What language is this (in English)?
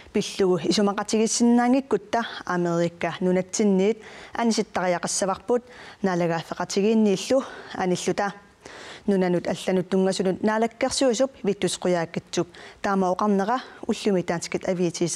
Kalaallisut